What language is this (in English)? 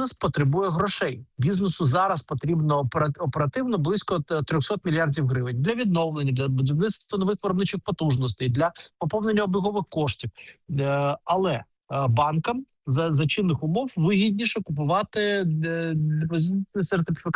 Ukrainian